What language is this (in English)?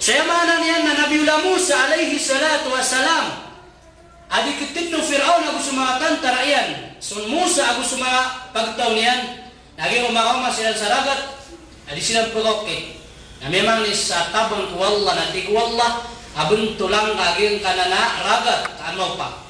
Maranao